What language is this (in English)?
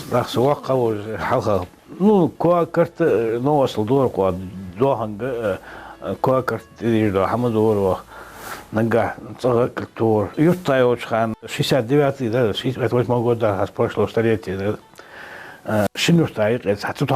Ingush